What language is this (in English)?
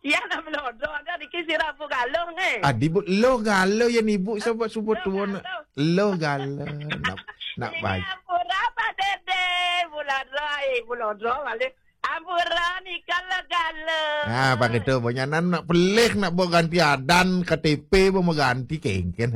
Balinese